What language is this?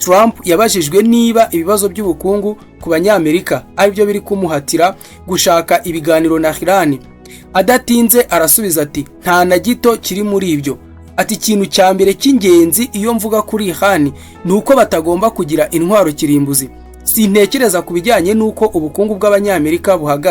Kinyarwanda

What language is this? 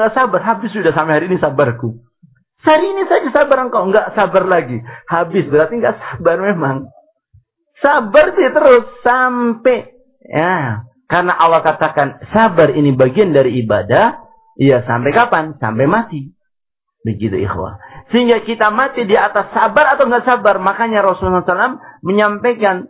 Indonesian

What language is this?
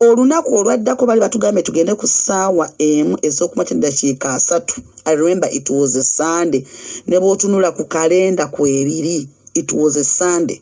Ganda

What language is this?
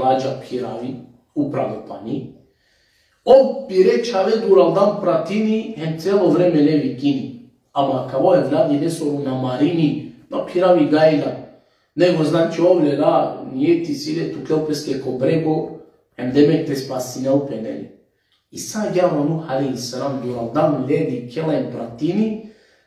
Balkan Romani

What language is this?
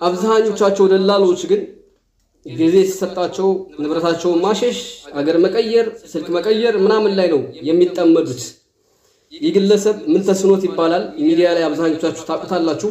Amharic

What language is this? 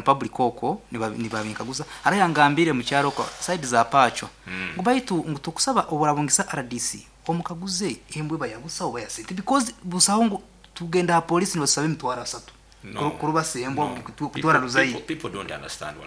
Nyoro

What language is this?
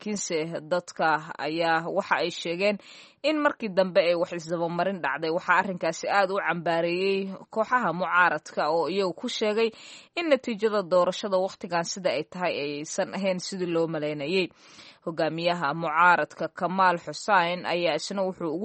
Somali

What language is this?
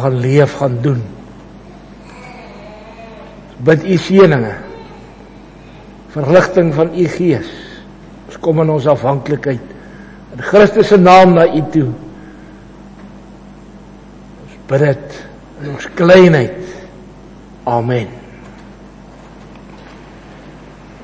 Afrikaans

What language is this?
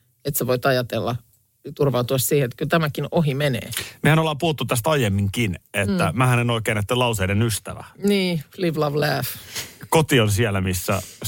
Finnish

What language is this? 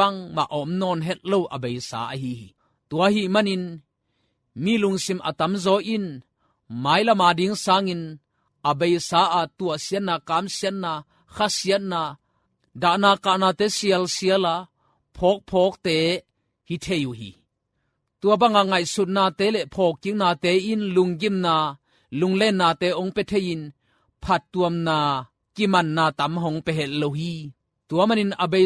Tedim Chin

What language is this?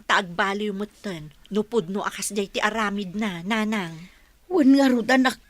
Iloko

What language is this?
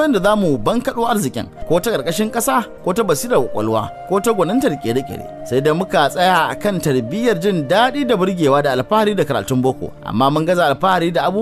Hausa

